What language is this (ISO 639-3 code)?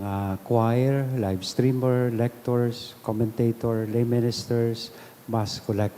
bik